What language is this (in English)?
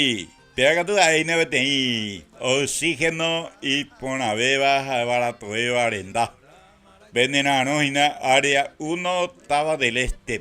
Guarani